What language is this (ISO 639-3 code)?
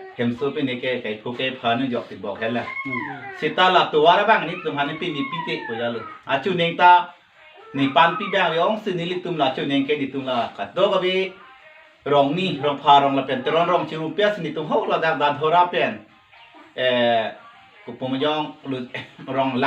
mjw